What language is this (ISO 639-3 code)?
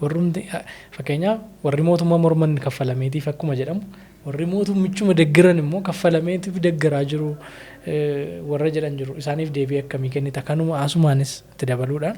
orm